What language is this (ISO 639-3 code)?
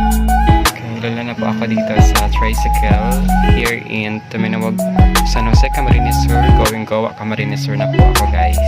bik